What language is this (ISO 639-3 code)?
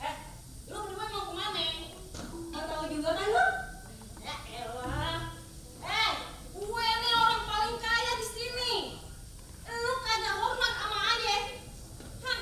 bew